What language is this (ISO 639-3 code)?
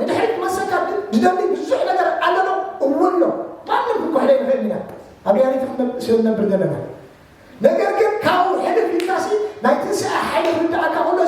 tir